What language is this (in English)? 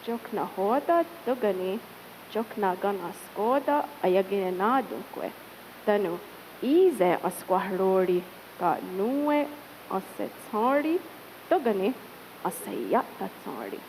Mohawk